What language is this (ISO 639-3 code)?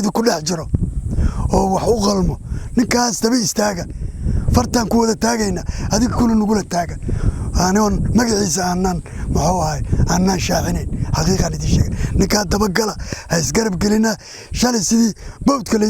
som